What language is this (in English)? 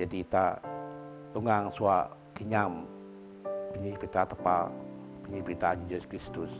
Biatah Bidayuh